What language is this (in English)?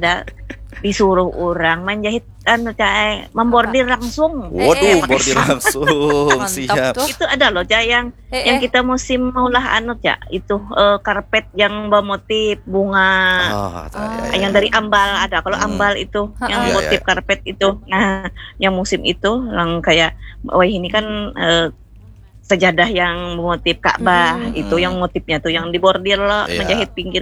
Banjar